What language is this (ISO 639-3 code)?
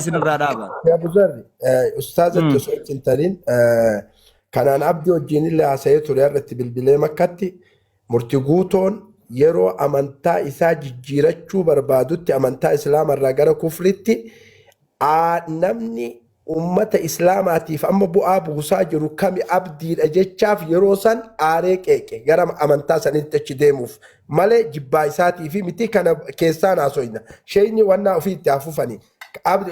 orm